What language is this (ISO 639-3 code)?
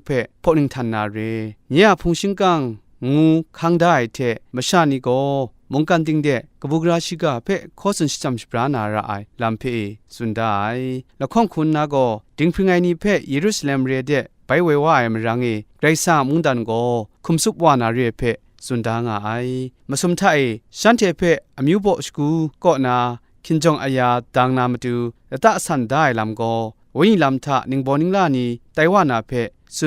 kac